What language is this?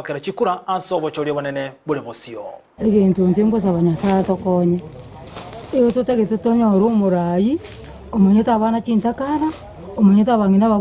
Gusii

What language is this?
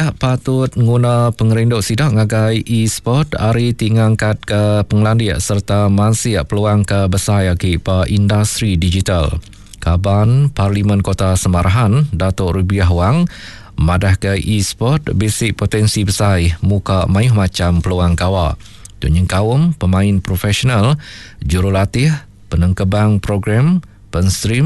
Iban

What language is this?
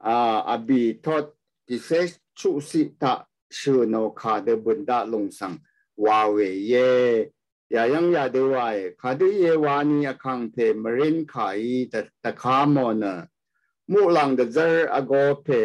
Rawang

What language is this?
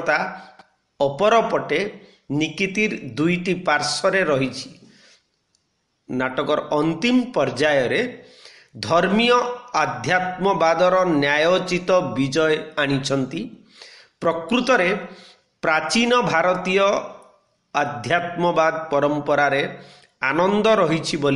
Odia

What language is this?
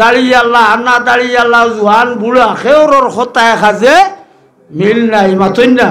Sylheti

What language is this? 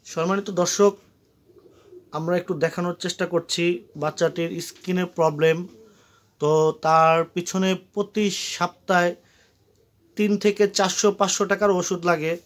Bangla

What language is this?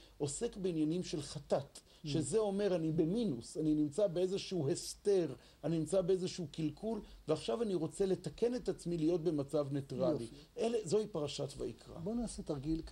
Hebrew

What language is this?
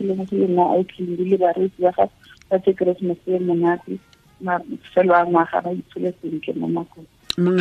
Tswana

